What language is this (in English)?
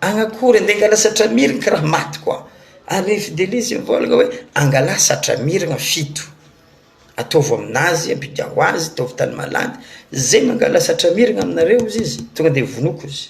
Malagasy